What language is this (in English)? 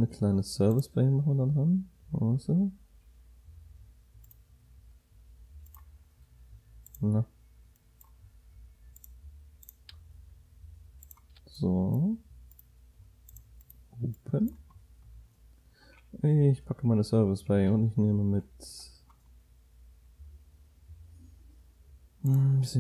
German